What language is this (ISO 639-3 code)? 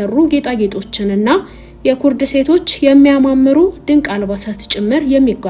amh